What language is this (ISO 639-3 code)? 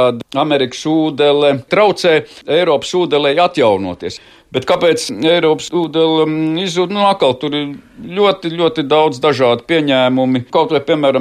lav